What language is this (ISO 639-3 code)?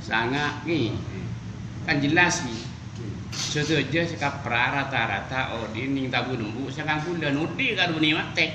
mad